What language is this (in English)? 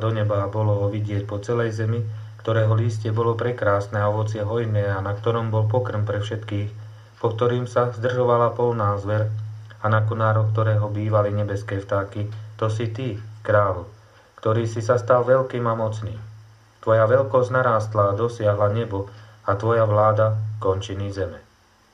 Slovak